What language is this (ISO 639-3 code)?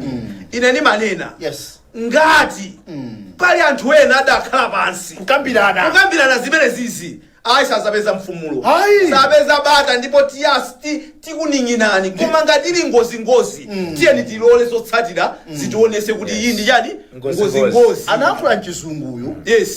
nya